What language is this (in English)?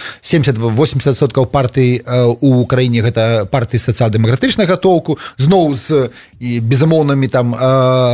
Belarusian